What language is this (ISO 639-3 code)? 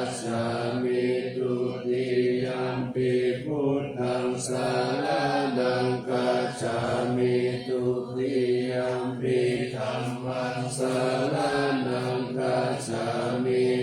pli